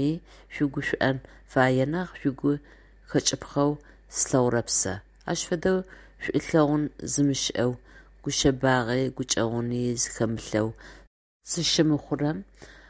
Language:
Adyghe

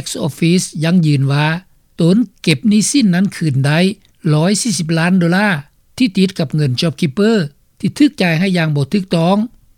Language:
Lao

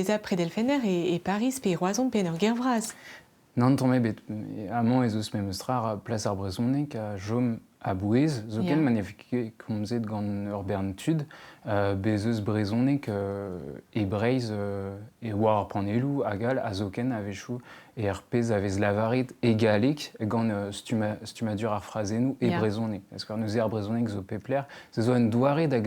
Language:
Breton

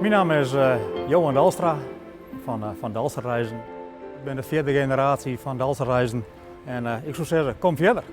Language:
Western Frisian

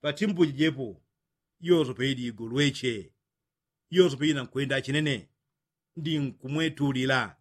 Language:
Yao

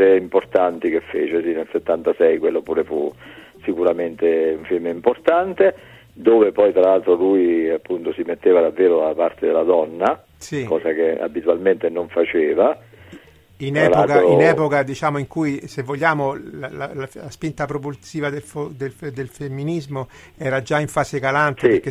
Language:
Italian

